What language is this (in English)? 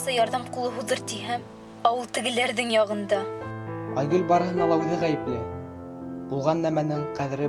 Bashkir